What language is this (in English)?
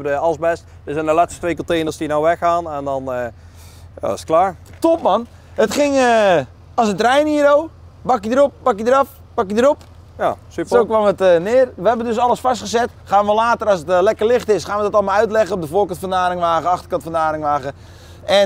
Dutch